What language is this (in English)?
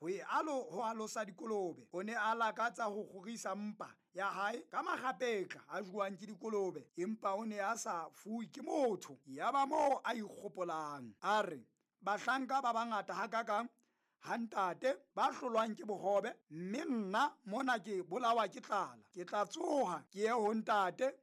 Southern Sotho